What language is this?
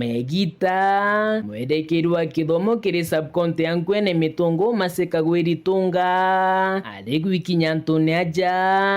Meru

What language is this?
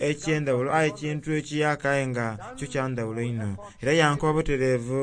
Soga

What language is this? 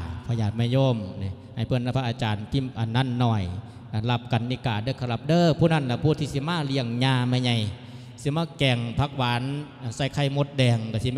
Lao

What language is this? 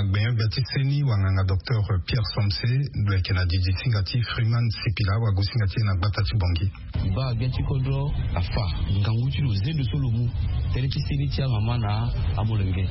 Sango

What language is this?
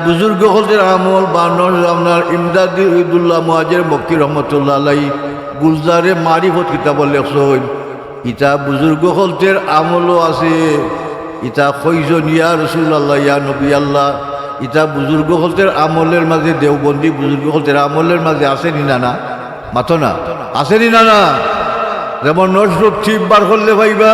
Sylheti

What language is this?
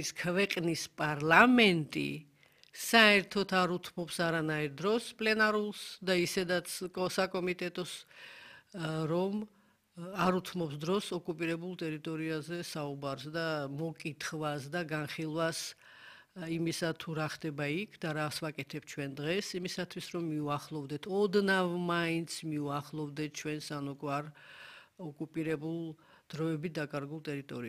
Georgian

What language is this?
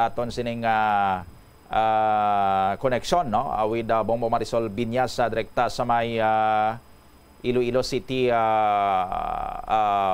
Hiligaynon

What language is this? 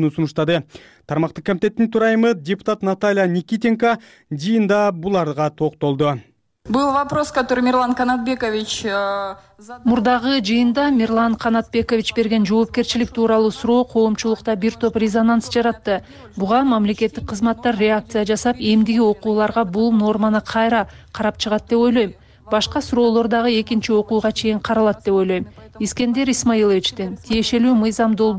Kyrgyz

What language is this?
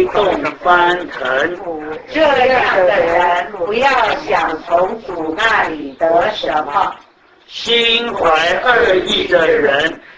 Chinese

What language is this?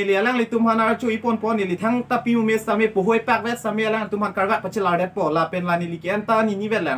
Karbi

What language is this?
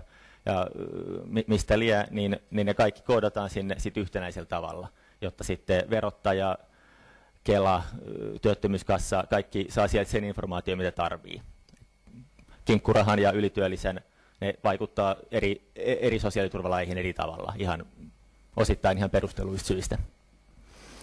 Finnish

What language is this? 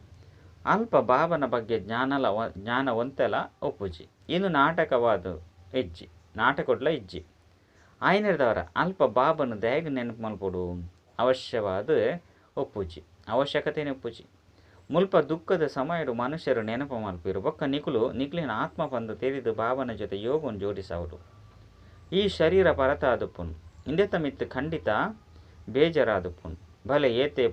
Tulu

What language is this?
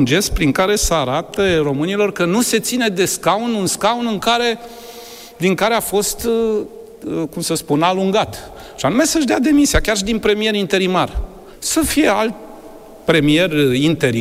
Romanian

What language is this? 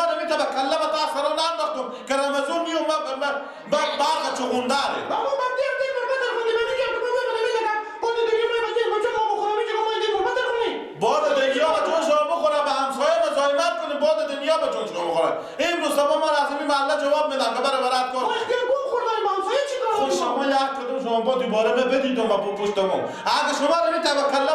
Persian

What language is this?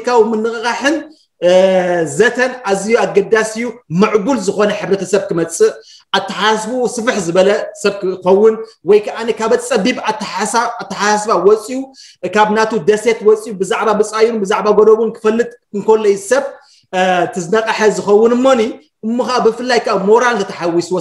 Tigrinya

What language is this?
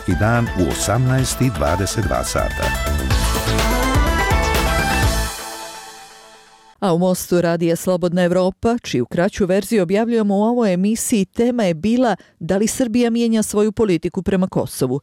Bosnian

